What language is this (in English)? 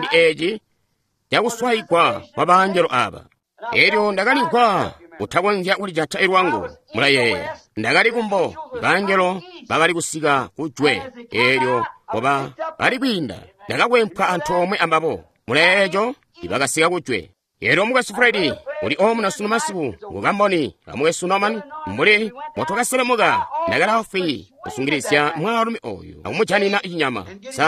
Tonga (Zambia)